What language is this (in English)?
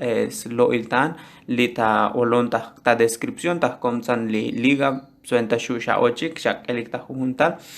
Tzotzil